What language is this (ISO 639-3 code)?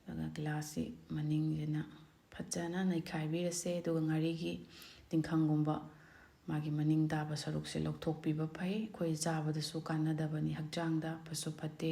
mni